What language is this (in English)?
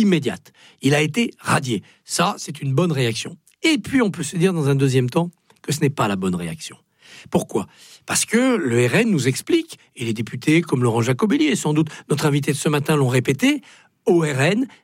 French